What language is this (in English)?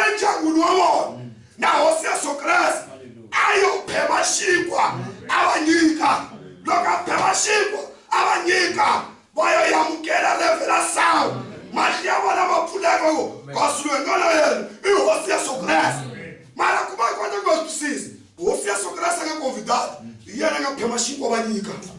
Tsonga